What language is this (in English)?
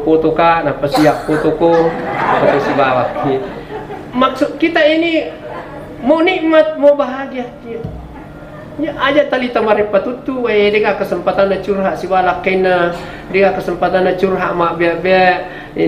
Buginese